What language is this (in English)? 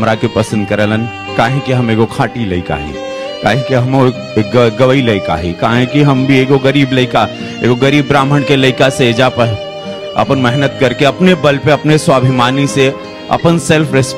Bhojpuri